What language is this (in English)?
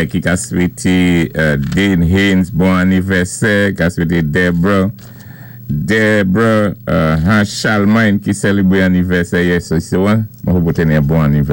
Saint Lucian Creole French